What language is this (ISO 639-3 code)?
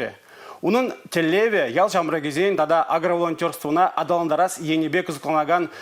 chv